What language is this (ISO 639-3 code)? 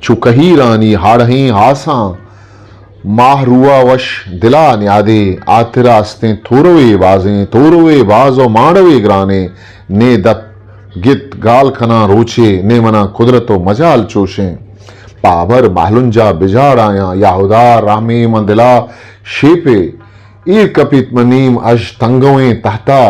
bgp